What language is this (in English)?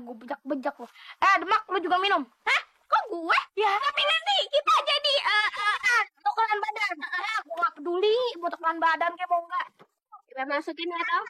Betawi